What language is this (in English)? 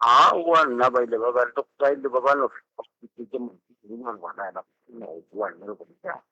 Northern Sotho